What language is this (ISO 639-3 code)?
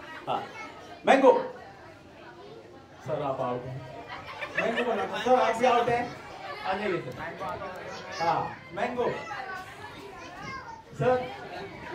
hin